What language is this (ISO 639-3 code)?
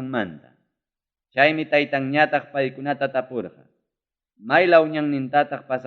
quy